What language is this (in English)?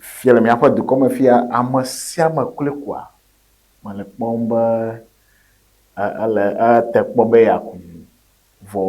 Ewe